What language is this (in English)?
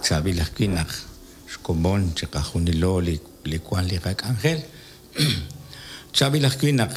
Kekchí